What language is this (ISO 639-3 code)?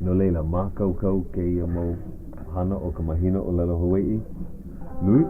haw